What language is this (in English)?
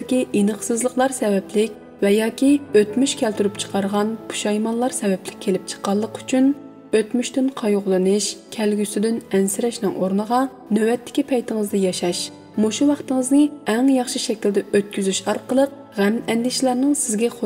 Uyghur